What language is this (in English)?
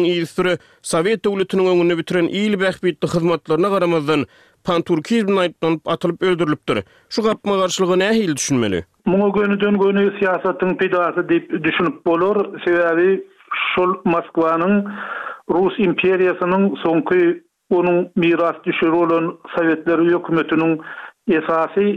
Turkmen